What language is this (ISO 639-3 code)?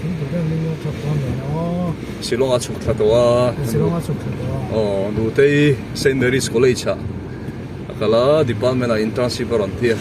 lus